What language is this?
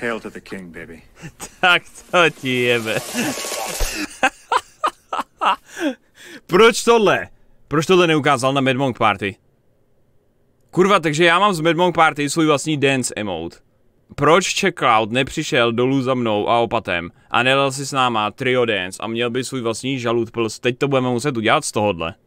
Czech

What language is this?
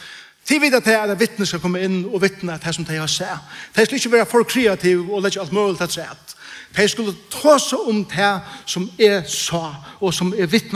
Faroese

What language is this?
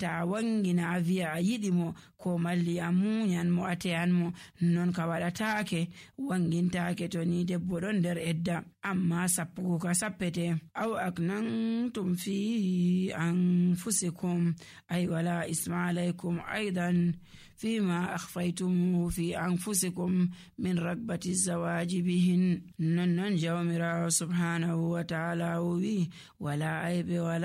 Nigerian Fulfulde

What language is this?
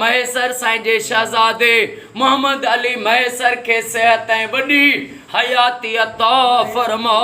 Sindhi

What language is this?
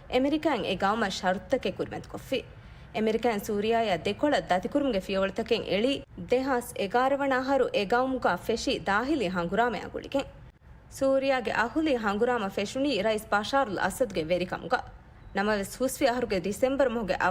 Divehi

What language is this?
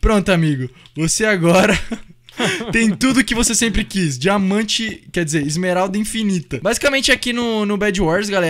Portuguese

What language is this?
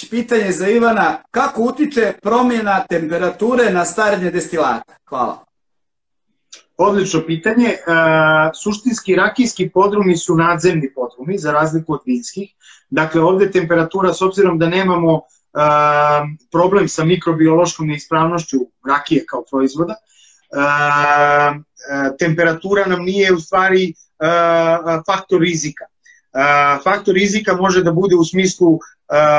Serbian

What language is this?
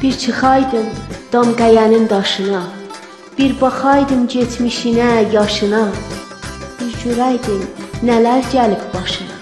South Azerbaijani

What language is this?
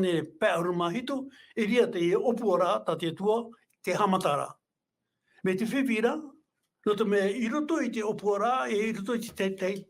Tahitian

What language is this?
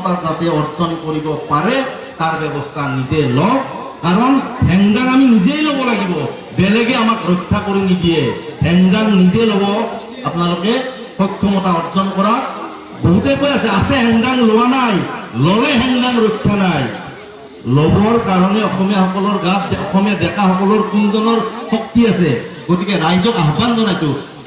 Assamese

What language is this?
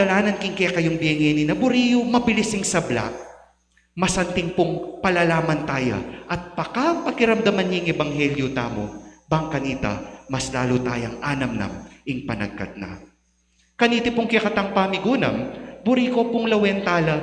Pampanga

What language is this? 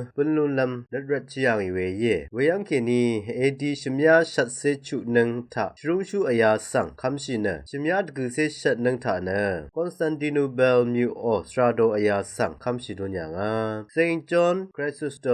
Rawang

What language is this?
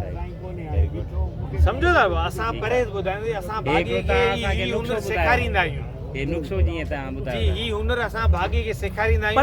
Sindhi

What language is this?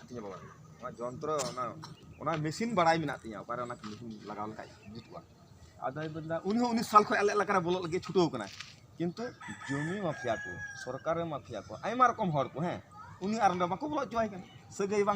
Santali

